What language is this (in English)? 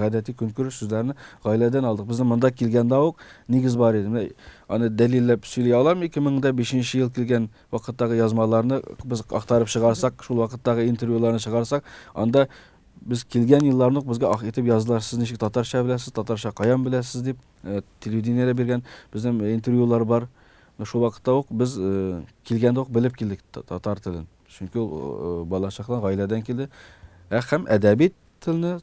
Tatar